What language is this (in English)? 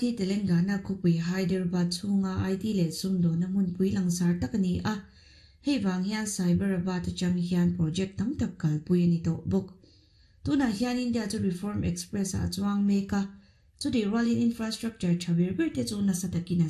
Mizo